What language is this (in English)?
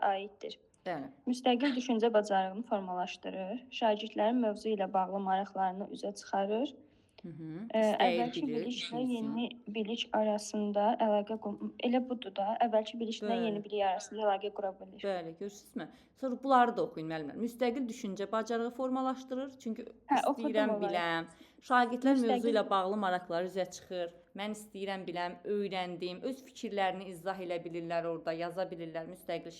Azerbaijani